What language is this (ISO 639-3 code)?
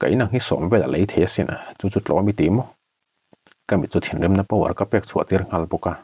lus